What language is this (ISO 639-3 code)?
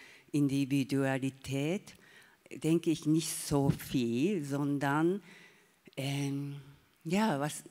deu